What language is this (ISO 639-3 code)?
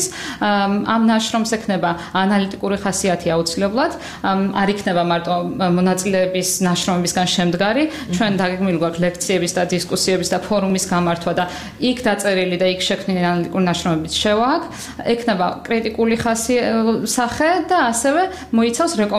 kat